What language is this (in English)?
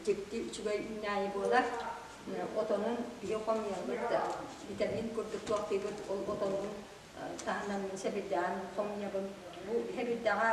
Yakut